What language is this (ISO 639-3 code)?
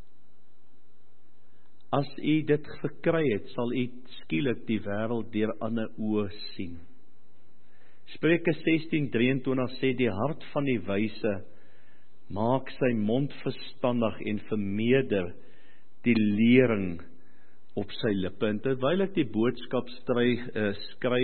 afr